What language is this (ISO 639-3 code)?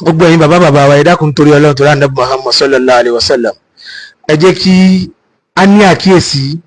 yor